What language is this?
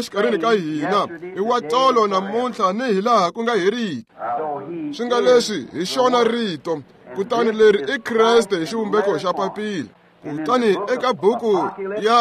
Tsonga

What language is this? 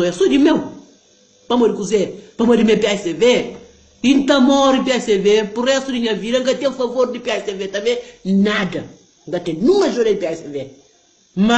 Kabuverdianu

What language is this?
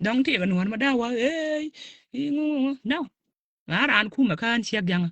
Nuer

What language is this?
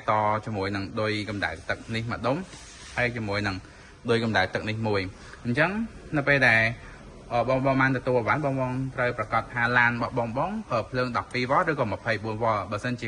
Khmer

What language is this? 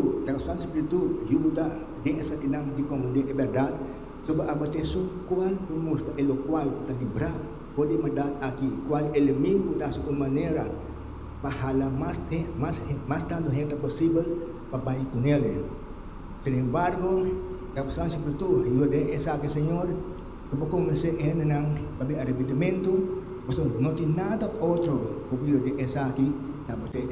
Papiamento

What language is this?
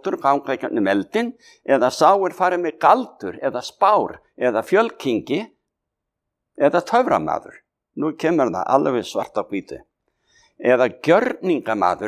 Icelandic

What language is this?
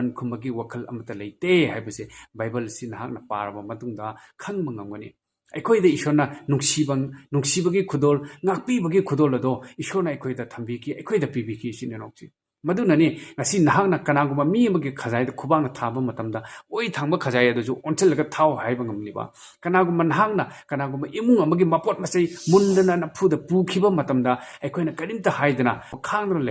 Manipuri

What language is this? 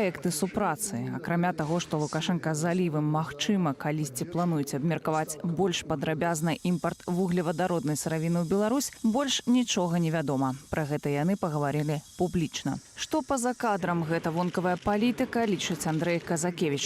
Belarusian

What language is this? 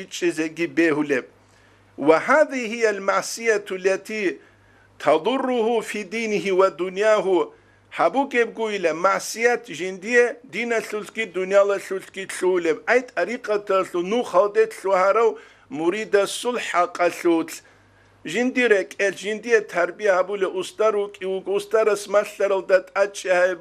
Avaric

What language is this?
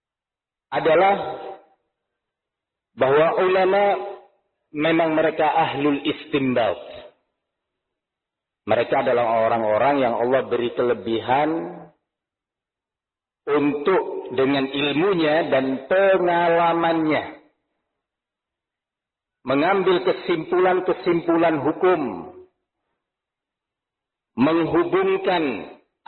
Indonesian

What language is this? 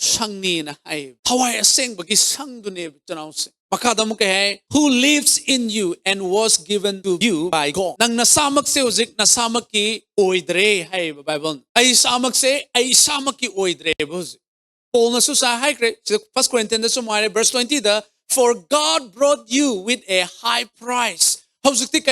Manipuri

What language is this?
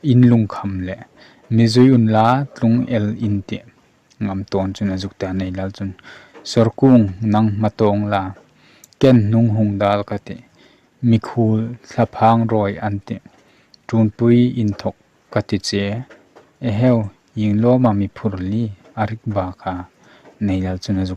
Hmar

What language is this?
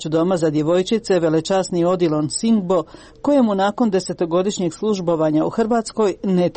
Croatian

